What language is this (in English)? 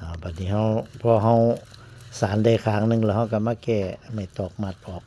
Northeastern Thai